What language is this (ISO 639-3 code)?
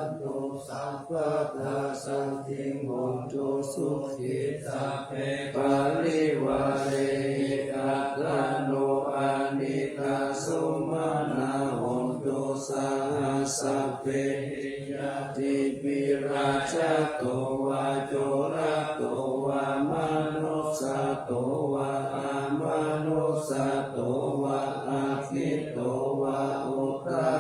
pli